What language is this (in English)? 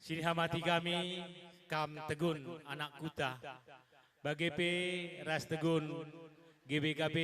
Batak Karo